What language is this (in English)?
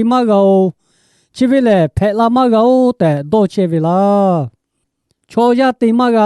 Lahu